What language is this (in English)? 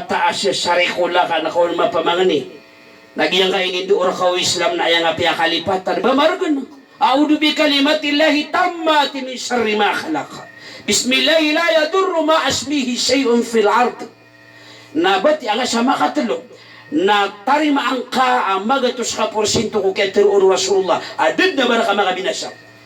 Maranao